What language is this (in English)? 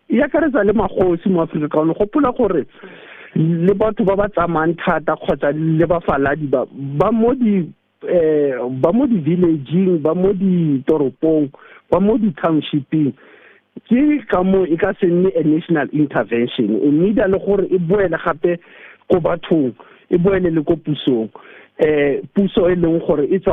Tswana